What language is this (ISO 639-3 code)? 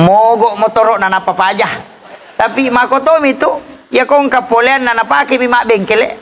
bug